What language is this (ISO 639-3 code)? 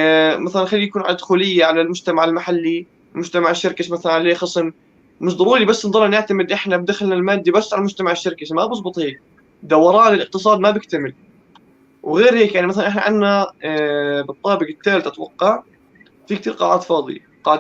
apc